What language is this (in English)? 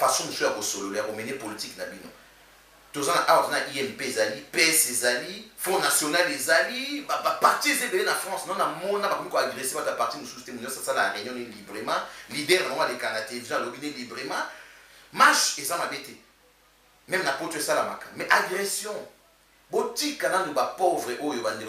Lingala